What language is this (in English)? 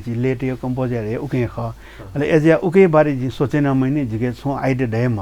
Newari